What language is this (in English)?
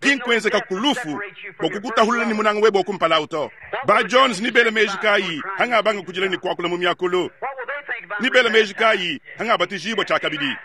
Luba-Lulua